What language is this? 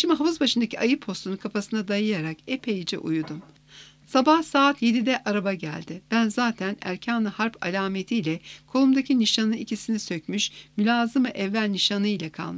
Turkish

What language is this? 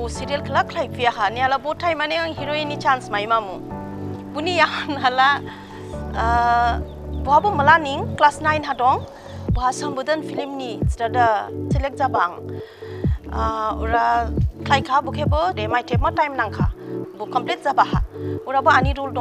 Dimasa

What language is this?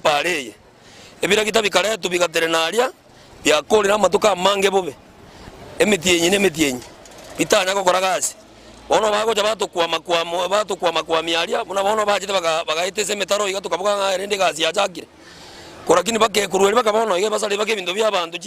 Gusii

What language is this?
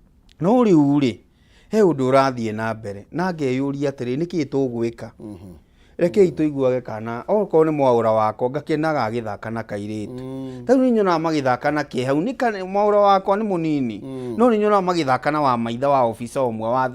Kikuyu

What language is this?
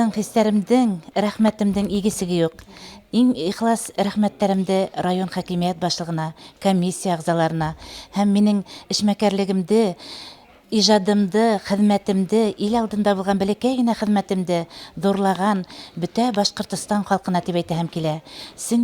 Bashkir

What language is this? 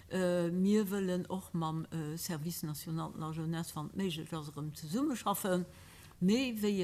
Luxembourgish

